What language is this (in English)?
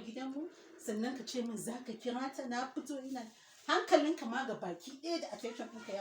Hausa